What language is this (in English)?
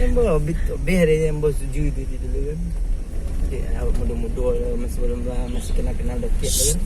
Minangkabau